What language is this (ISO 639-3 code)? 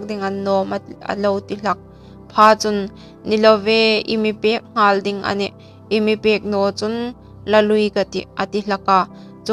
hmr